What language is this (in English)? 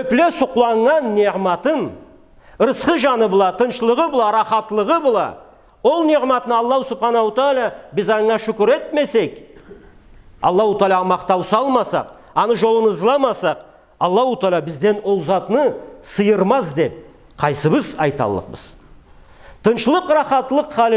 Karachay-Balkar